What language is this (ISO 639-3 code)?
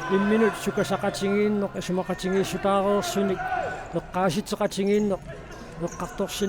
kal